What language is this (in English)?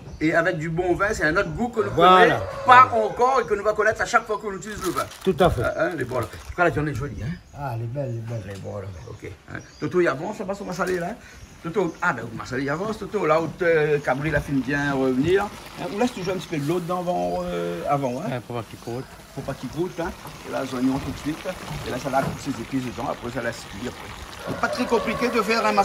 Réunion Creole French